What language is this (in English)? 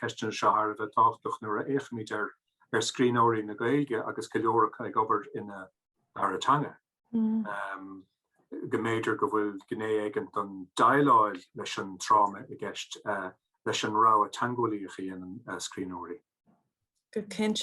Irish